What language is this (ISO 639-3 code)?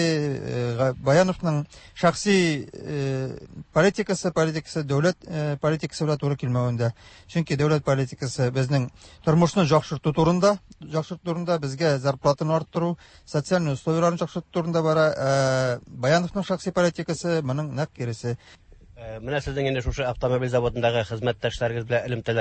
tat